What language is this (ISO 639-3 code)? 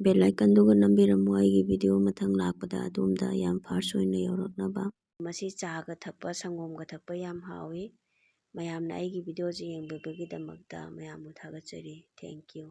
mni